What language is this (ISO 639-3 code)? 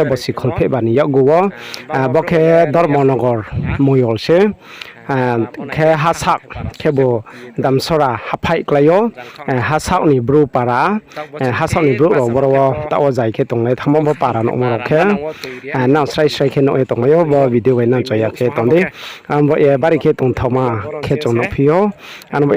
ria